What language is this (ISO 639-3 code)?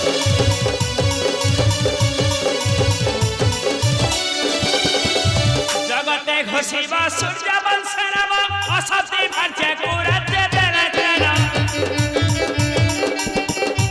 ori